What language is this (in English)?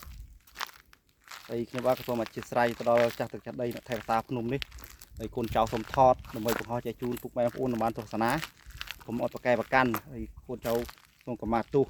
Khmer